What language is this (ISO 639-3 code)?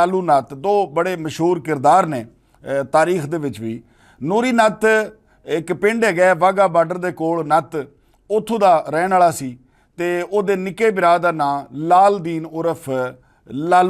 lah